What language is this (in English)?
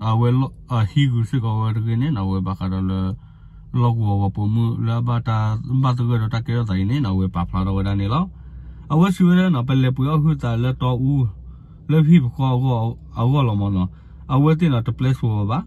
S'gaw Karen